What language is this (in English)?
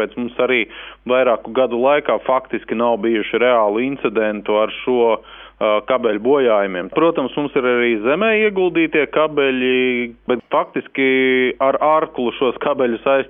Latvian